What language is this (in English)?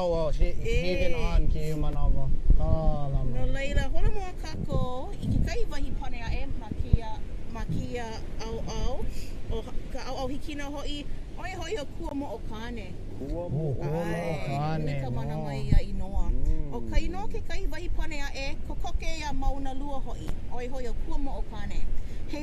Hawaiian